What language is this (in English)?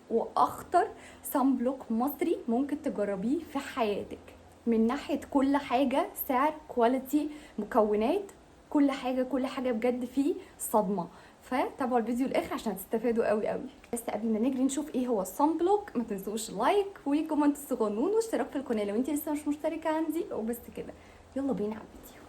Egyptian Arabic